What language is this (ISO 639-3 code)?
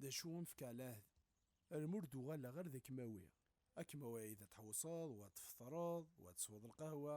kab